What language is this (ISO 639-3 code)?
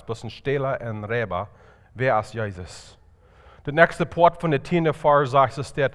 pdt